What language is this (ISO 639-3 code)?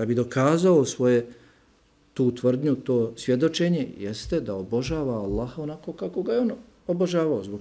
bos